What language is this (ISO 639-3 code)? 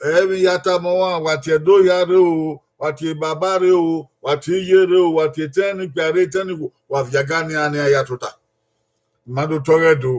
bin